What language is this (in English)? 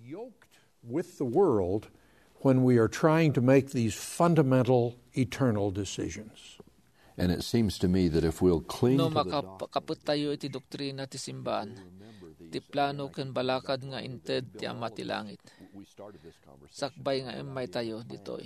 Iloko